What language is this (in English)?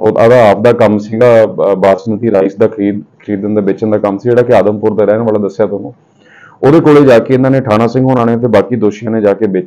Punjabi